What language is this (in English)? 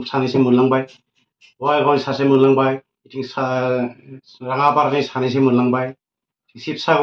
Bodo